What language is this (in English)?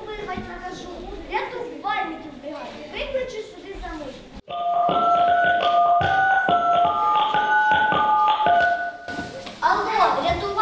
Ukrainian